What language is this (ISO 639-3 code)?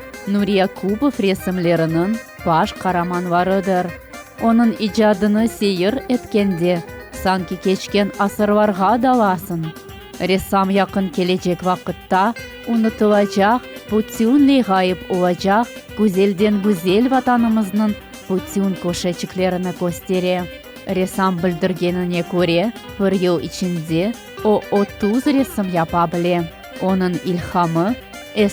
crh